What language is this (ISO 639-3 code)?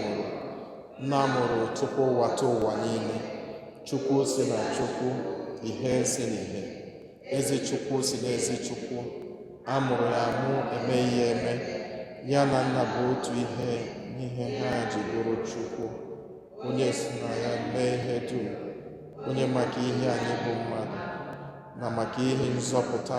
ibo